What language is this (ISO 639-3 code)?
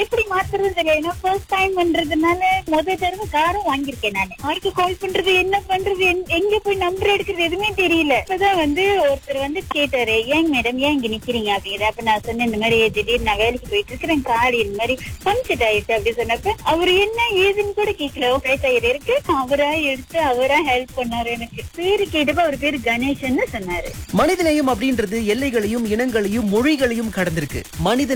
tam